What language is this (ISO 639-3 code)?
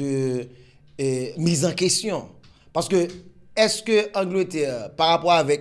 hat